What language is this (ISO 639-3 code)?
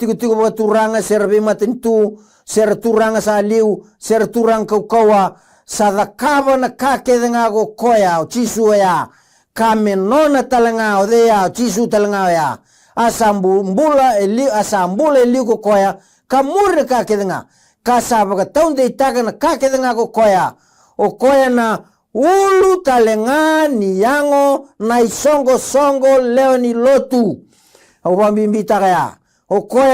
fij